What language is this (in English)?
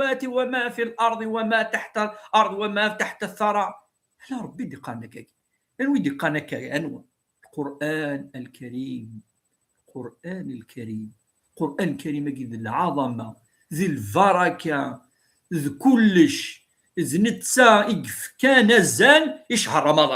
Kabyle